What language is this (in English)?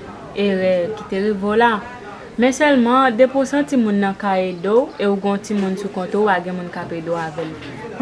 Haitian Creole